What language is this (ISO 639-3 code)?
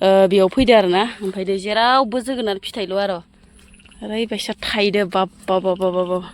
brx